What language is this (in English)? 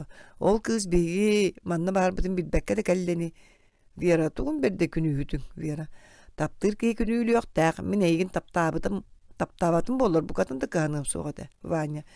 Yakut